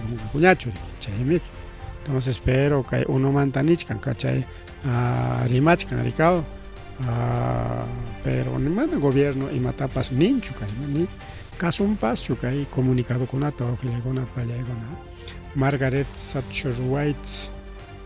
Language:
Ayacucho Quechua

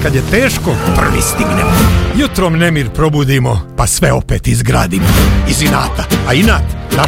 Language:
Serbian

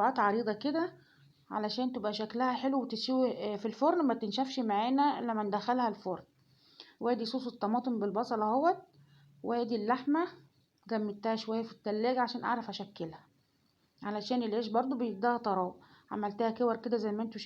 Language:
Egyptian Arabic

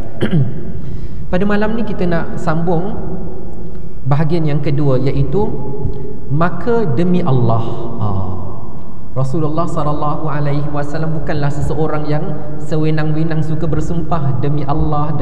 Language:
Malay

